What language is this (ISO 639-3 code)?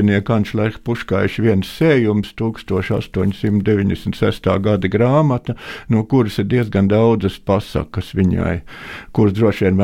lav